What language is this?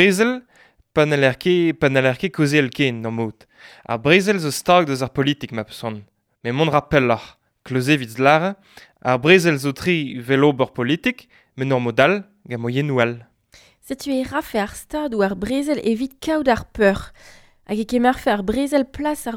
Breton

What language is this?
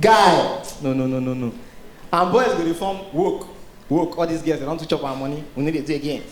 Nigerian Pidgin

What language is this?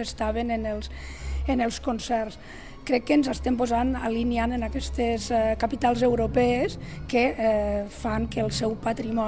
Catalan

